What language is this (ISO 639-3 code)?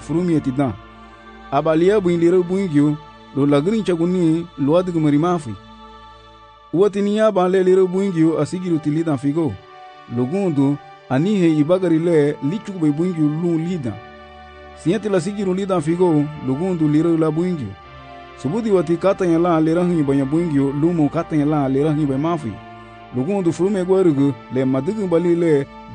cab